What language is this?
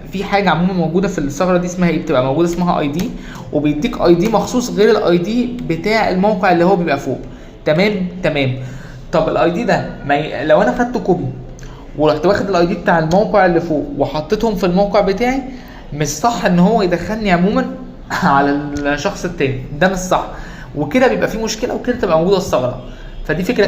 Egyptian Arabic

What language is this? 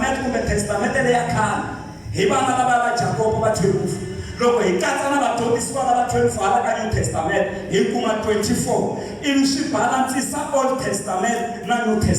Tsonga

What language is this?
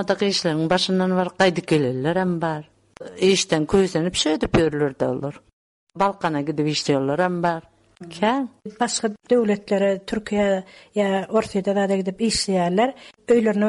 Turkmen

